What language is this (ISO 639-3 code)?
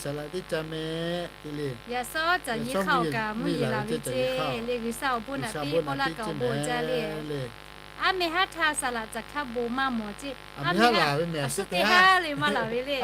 lhu